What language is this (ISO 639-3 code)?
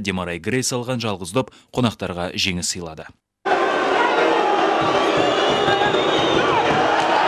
kaz